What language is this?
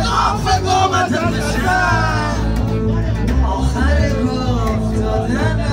Persian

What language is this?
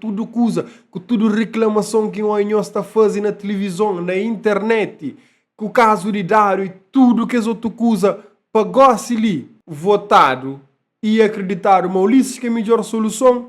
Kabuverdianu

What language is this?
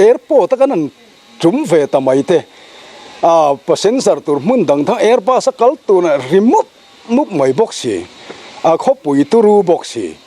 Mizo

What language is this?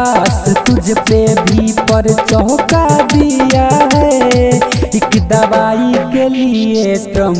Bhojpuri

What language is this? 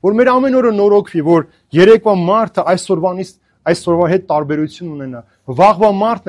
Armenian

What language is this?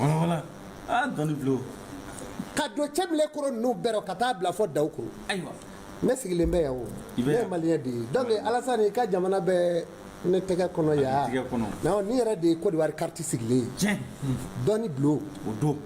Bambara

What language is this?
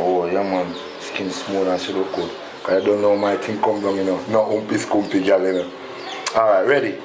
Jamaican Creole English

